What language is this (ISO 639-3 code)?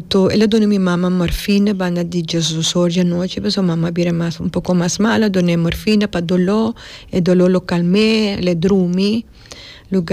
pap